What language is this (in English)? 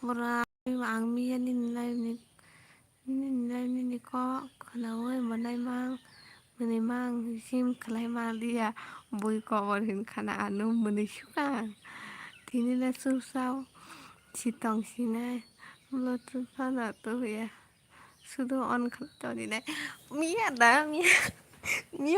Kok Borok